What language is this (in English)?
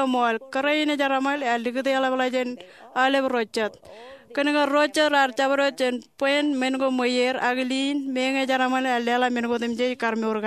Marshallese